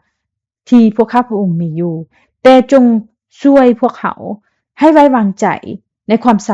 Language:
Lao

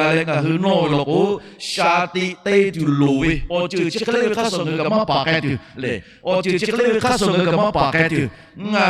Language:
Lahu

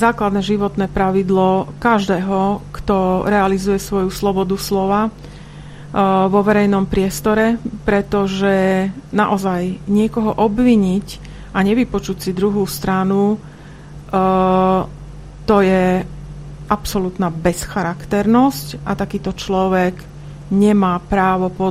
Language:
Slovak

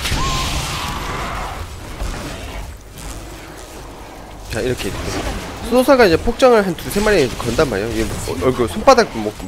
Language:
Korean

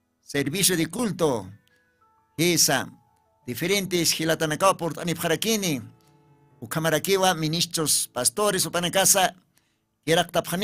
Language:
Aymara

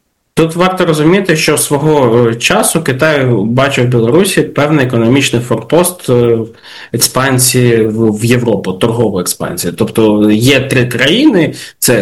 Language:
Ukrainian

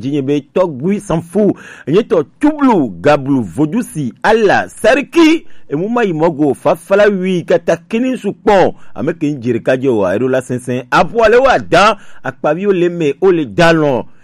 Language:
Gen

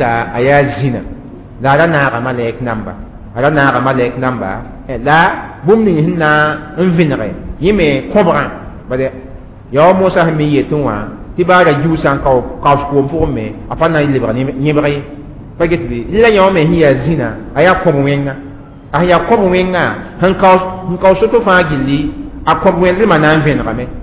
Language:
Mossi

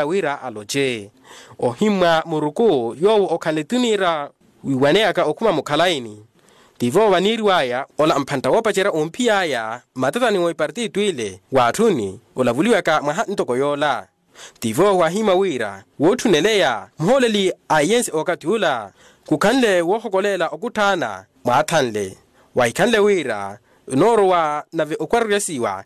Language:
Makhuwa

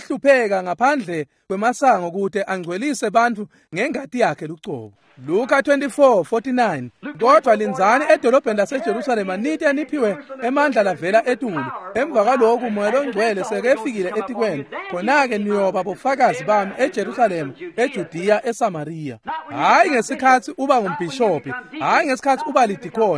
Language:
Swati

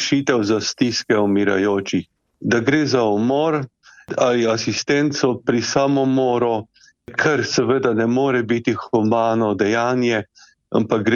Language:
Slovenian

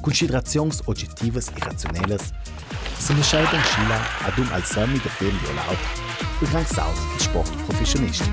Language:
Ladin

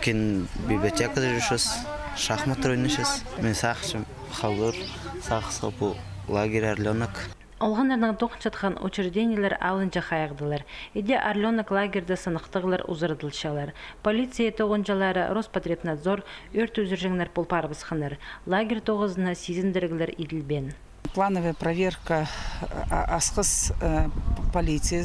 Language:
Khakas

